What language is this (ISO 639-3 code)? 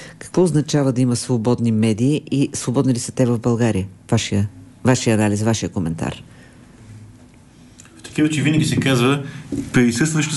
bul